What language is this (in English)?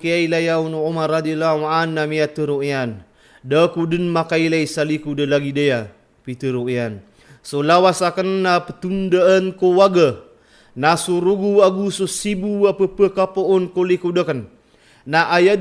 Maranao